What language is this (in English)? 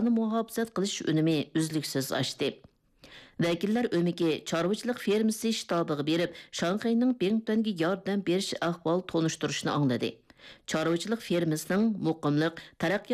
Uyghur